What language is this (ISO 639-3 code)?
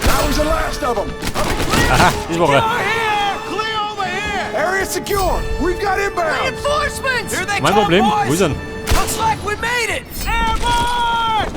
bar